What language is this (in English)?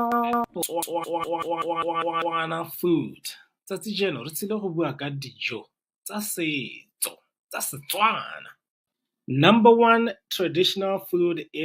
Tswana